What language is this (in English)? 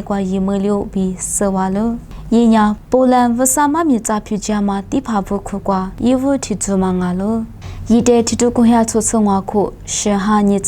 Lisu